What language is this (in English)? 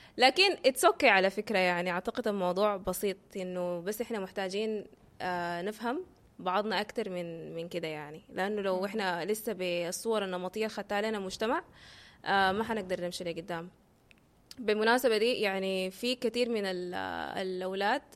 Sudanese Arabic